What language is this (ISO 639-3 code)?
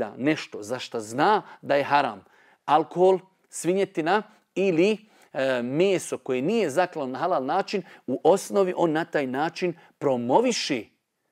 bos